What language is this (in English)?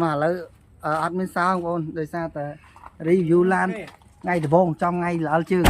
Khmer